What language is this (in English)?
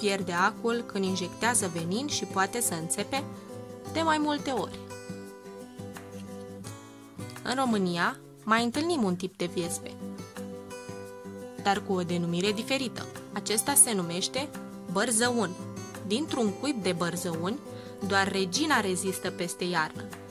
Romanian